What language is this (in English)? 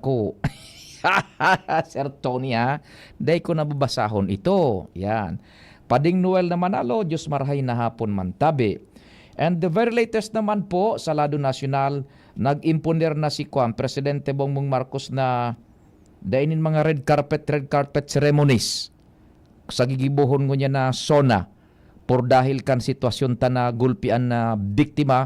Bikol